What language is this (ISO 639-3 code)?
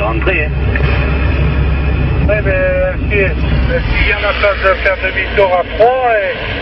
fra